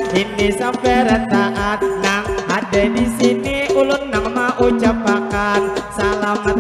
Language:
Banjar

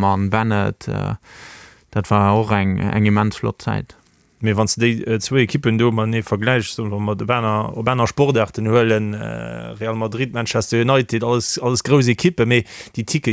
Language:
Luxembourgish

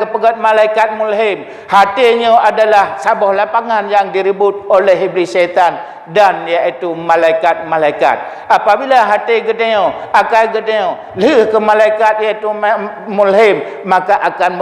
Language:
Achinese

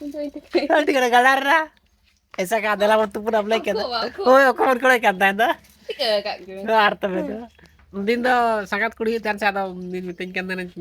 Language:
Santali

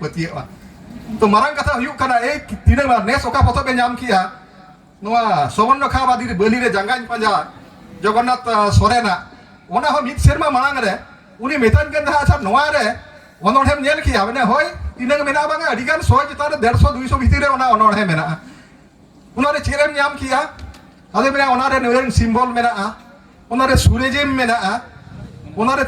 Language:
Santali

